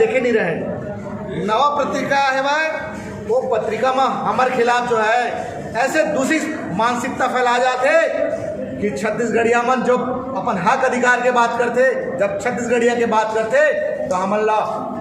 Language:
Chhattisgarhi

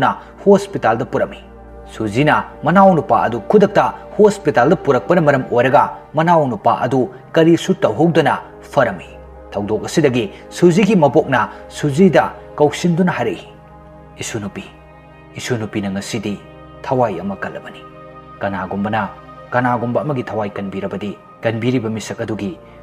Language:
Manipuri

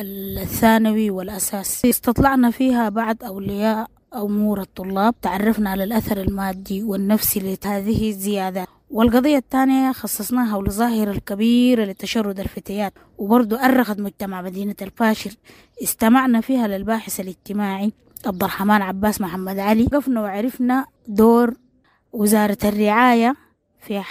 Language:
Sudanese Arabic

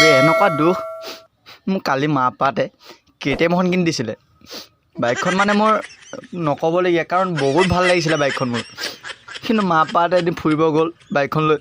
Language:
Assamese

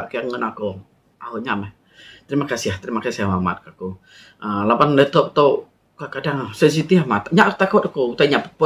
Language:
Iban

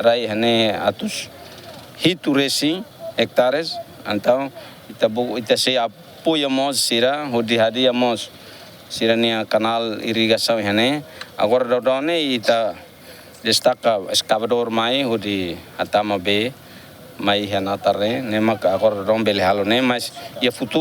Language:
Tetum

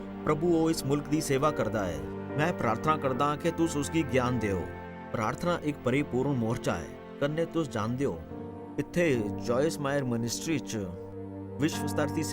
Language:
Dogri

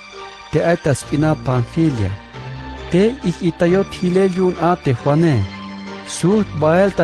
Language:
Tzeltal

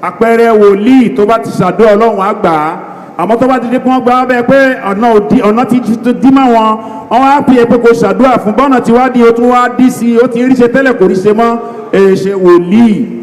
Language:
Yoruba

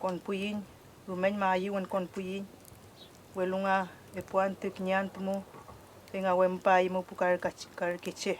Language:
Mapuche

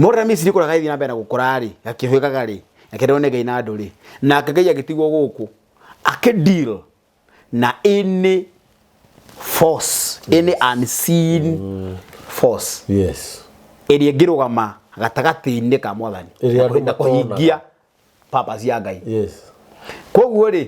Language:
Kikuyu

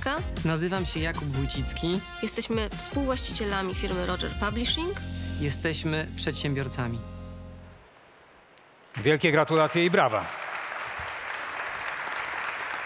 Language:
Polish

